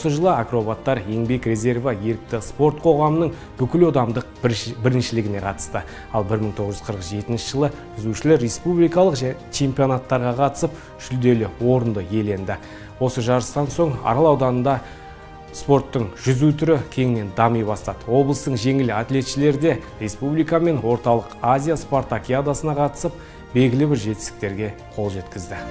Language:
Kazakh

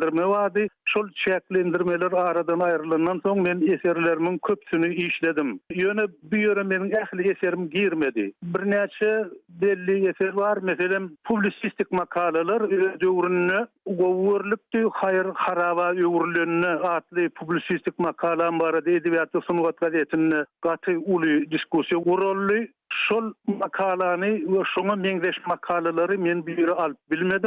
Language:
Turkmen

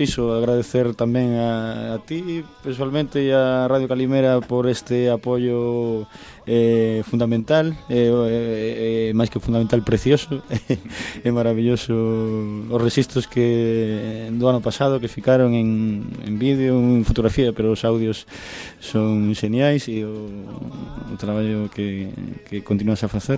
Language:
Galician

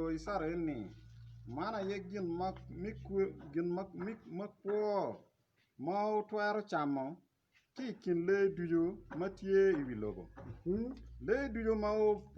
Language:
Acoli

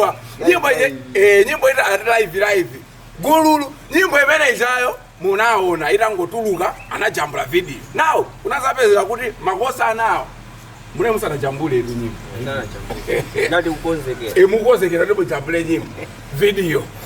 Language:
Nyanja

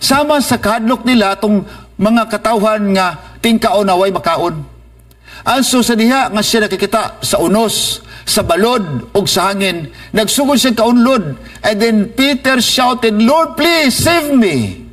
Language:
Cebuano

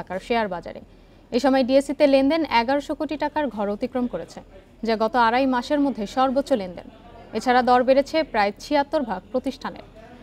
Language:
Bangla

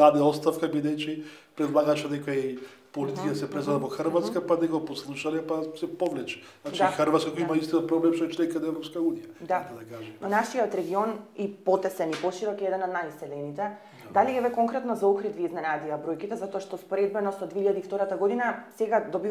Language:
Macedonian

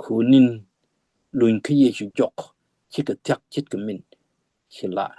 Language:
Nuer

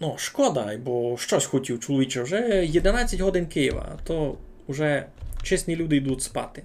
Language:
Rusyn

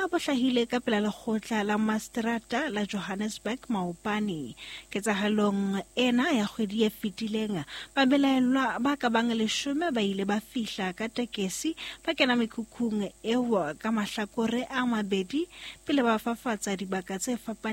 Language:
Southern Sotho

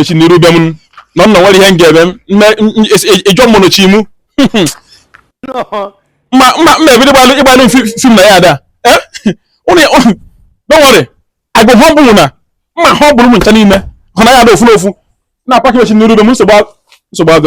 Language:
Igbo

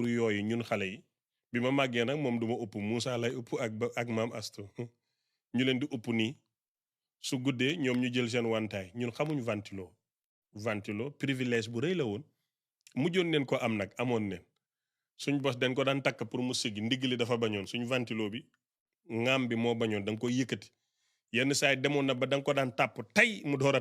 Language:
Wolof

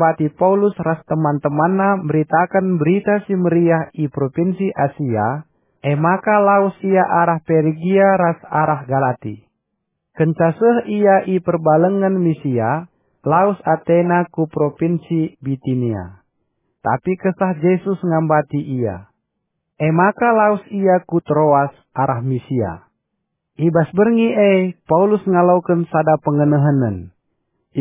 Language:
Batak Karo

